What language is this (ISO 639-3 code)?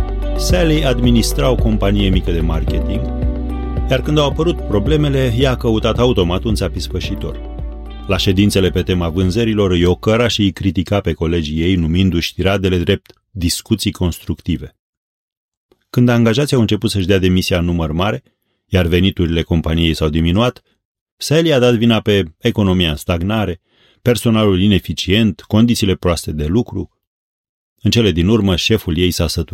ron